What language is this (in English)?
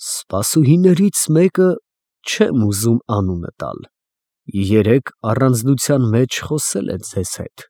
Armenian